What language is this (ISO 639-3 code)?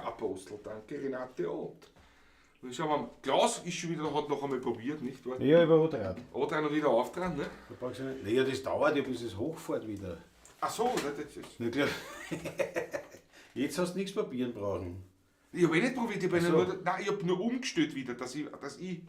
bar